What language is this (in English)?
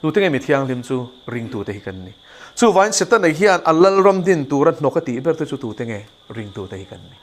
Mizo